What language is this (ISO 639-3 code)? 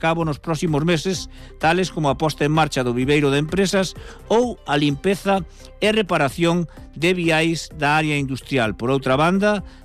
glg